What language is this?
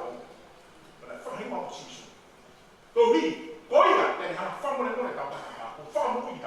Tongan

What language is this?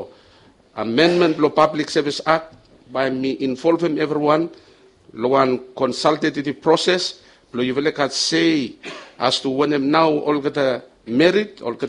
Bislama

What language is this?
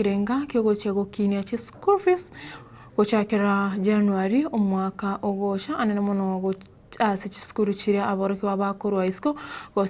Gusii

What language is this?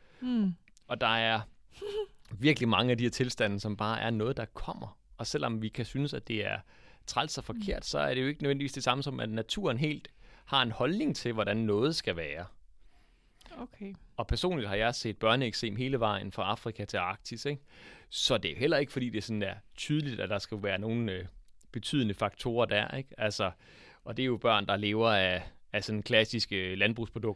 Danish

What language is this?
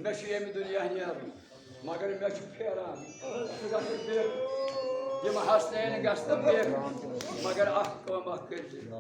Kashmiri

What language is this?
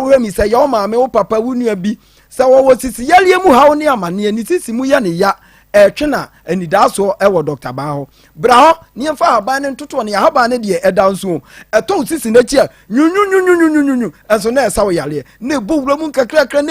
Akan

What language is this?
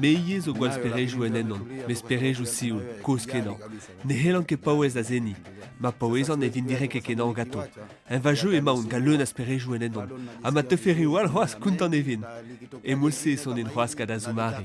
Breton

